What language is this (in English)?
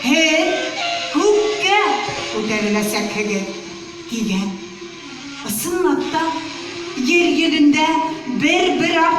Bashkir